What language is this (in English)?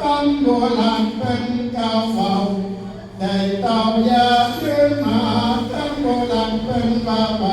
Northeastern Thai